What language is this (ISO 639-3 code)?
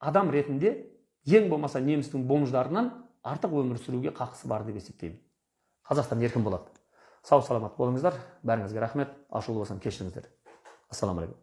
kaz